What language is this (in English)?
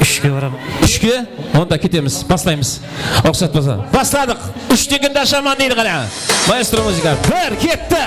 Kara-Kalpak